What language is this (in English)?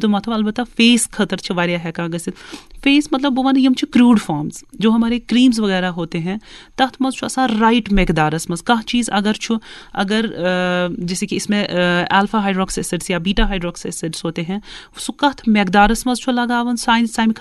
Kashmiri